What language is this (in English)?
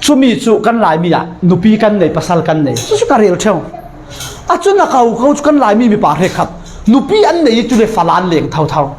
Falam Chin